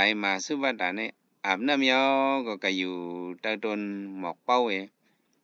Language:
Shan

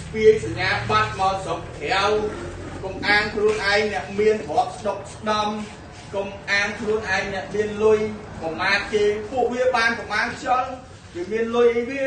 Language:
Khmer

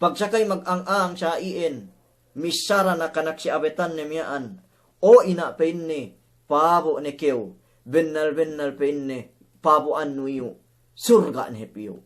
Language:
Yakan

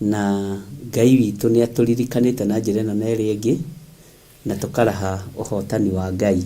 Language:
Kikuyu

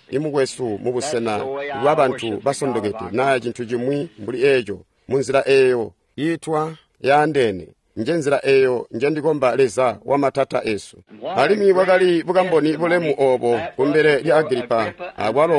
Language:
Tonga (Zambia)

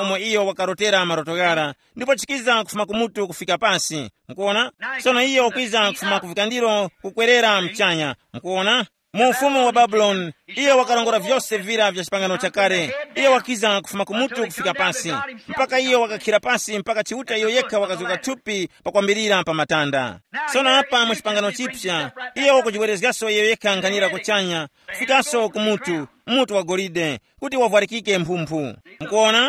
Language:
Tumbuka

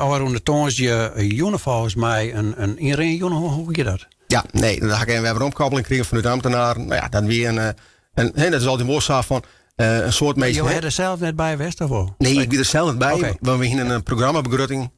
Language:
Western Frisian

